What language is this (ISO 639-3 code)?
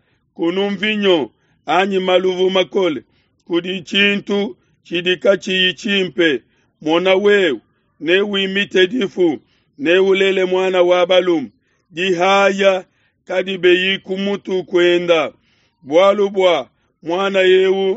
lua